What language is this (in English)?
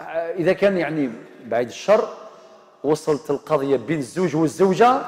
Algerian Arabic